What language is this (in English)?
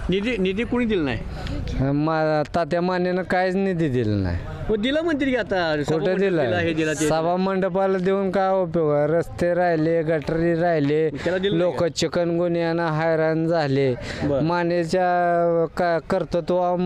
Marathi